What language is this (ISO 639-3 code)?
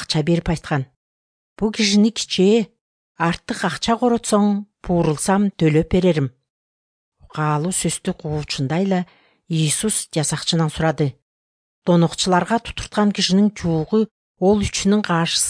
kir